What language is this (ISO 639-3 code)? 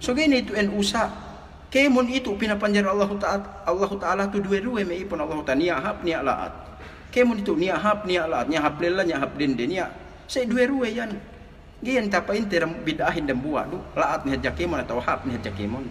yka